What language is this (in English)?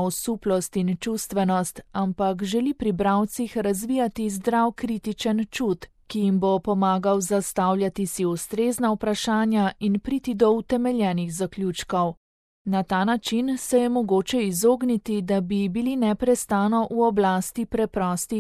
Slovenian